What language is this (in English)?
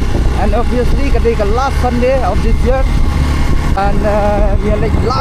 Khasi